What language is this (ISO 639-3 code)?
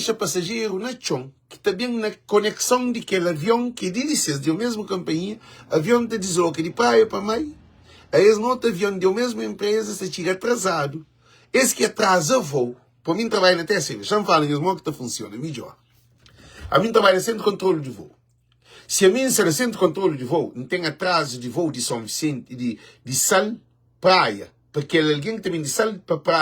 kea